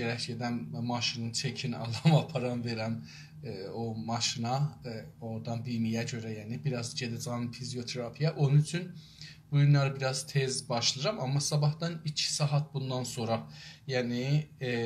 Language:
South Azerbaijani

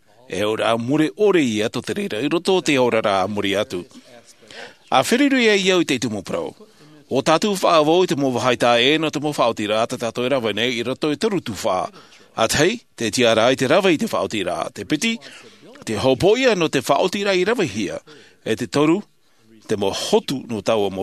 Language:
Tahitian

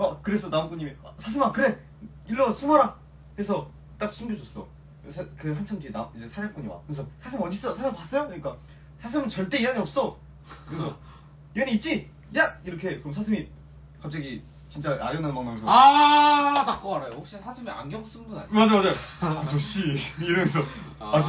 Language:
Korean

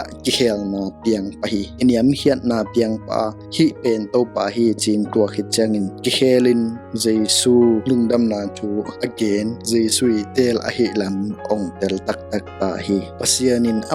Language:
Tedim Chin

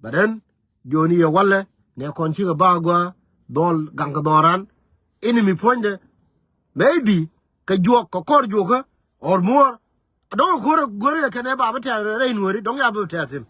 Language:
Nuer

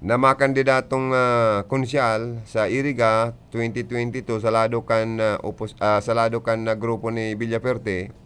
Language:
Bikol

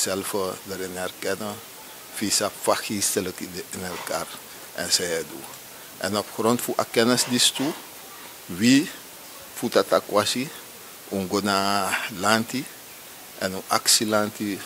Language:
Sranan Tongo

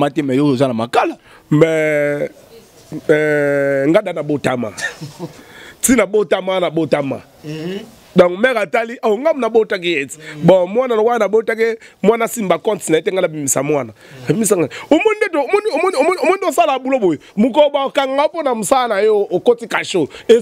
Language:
Lingala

